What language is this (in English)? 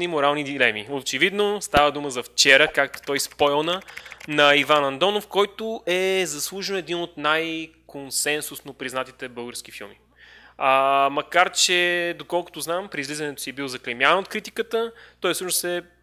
Bulgarian